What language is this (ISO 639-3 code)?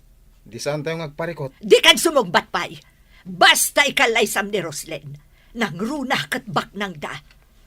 ilo